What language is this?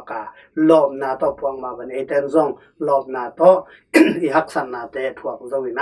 Tedim Chin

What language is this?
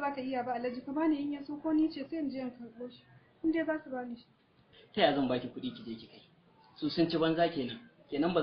Hausa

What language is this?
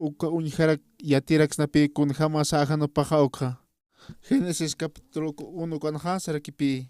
Aymara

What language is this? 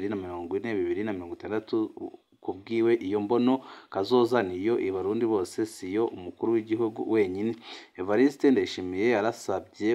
Rundi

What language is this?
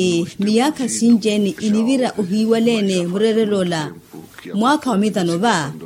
Makhuwa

